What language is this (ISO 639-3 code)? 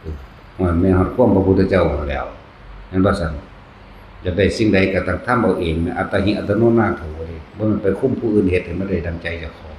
tts